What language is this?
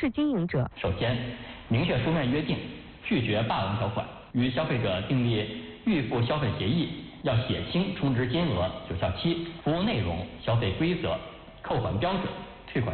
Chinese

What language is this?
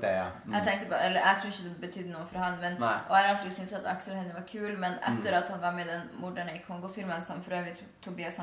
Norwegian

